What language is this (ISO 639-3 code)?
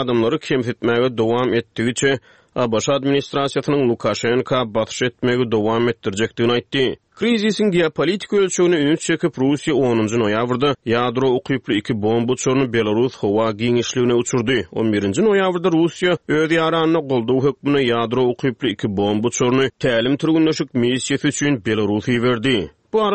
tuk